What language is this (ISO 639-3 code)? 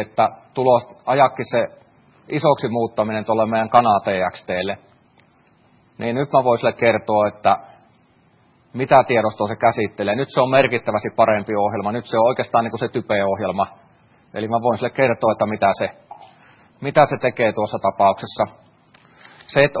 fin